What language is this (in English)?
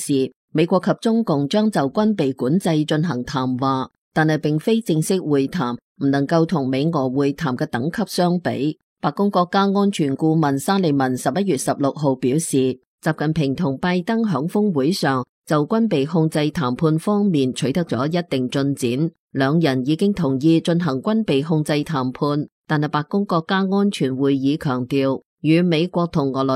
Cantonese